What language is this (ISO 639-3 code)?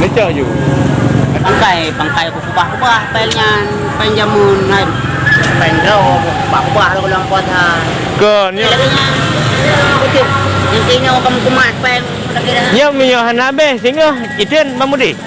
ace